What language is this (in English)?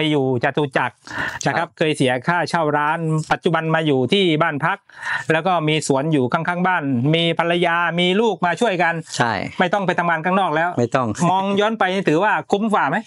Thai